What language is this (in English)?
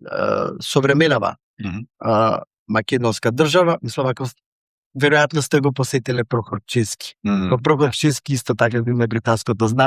Macedonian